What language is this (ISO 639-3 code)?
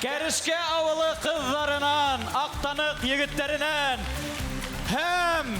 bak